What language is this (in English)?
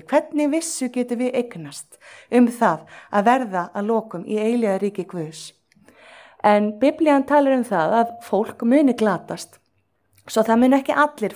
Icelandic